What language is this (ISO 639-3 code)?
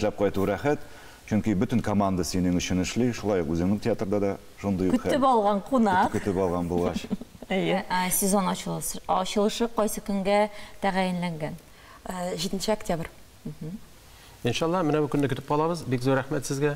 tat